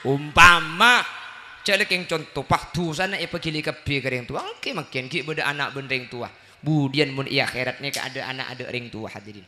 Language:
Madurese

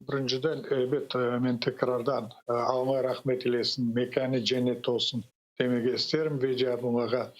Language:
Crimean Tatar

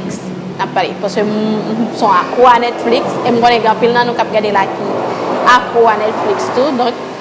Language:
Haitian Creole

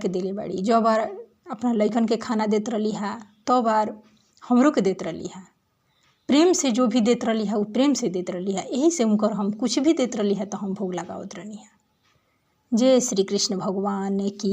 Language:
Bhojpuri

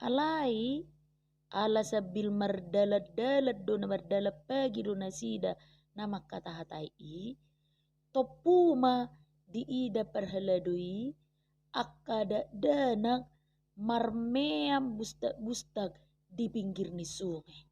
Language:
Batak Toba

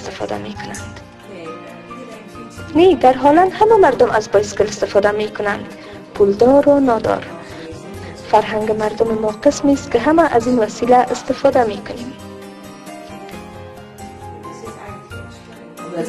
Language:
Persian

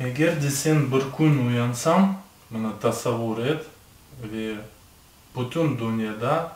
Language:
Crimean Tatar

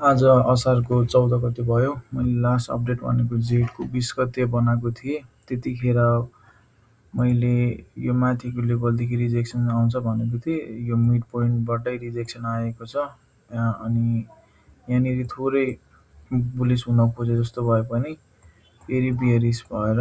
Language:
Nepali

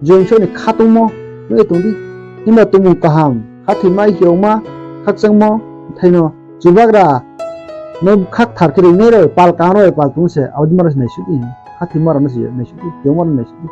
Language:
Riang (India)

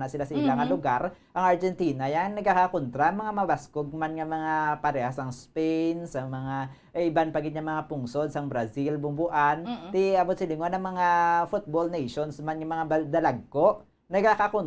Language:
Hiligaynon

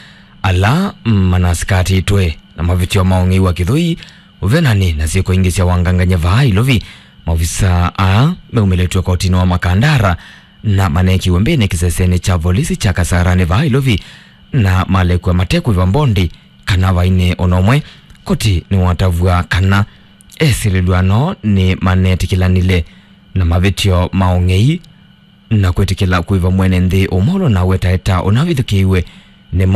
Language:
Kamba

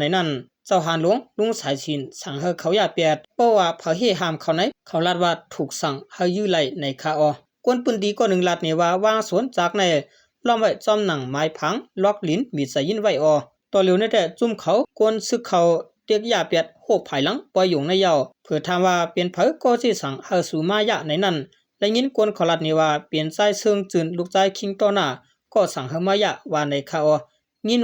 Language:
Shan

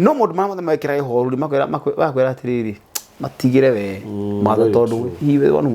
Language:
Kikuyu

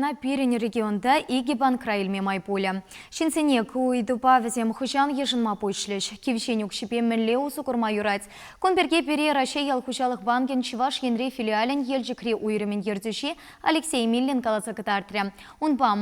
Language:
Chuvash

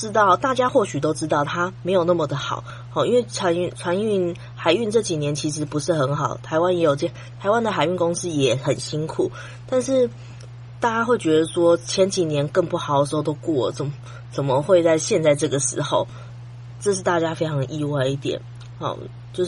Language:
Chinese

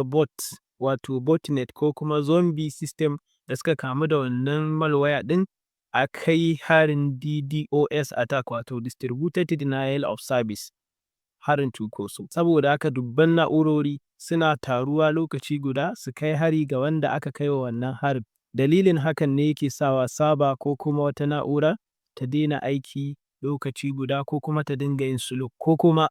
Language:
Hausa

